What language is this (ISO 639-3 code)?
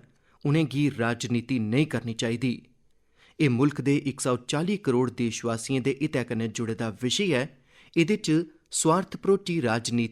doi